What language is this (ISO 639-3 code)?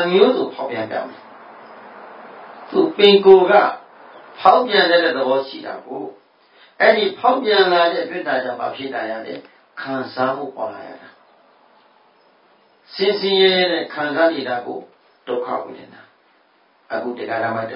mya